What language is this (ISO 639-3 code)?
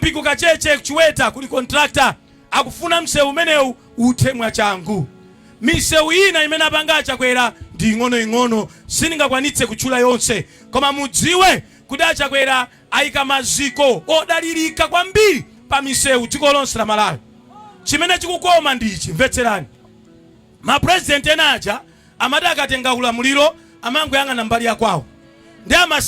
nya